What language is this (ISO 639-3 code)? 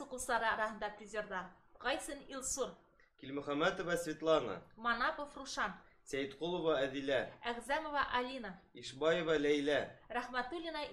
bak